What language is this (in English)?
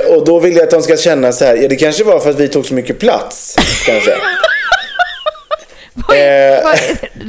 Swedish